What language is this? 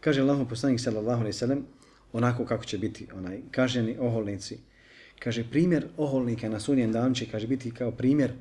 Bosnian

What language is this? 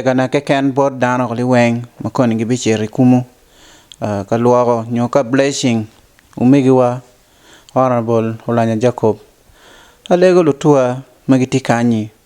Acoli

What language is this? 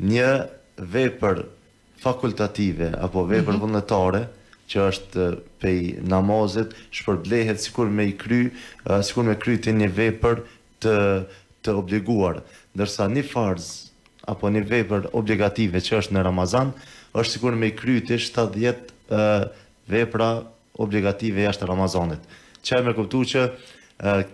Albanian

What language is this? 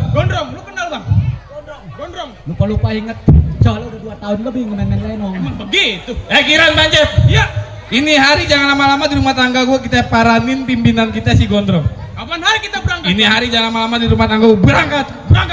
Betawi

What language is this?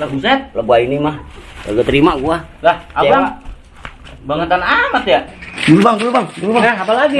Betawi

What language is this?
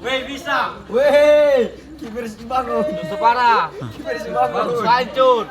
Ambonese Malay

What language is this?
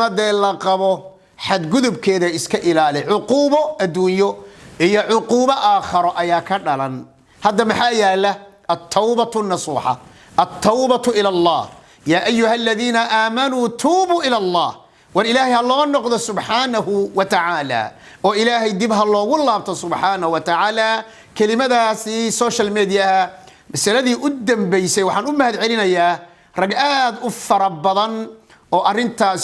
Somali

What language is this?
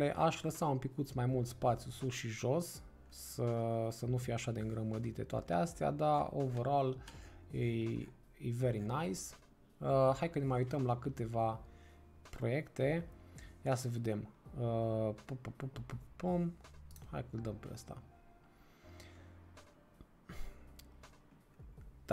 Romanian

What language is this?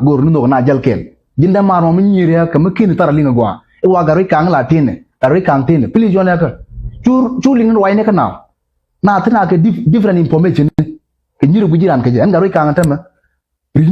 Nuer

